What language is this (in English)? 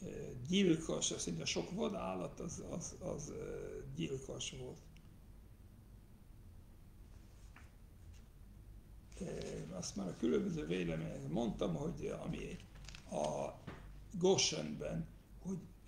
Hungarian